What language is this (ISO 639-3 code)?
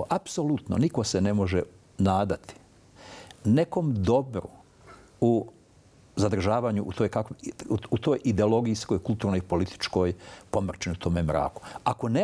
bos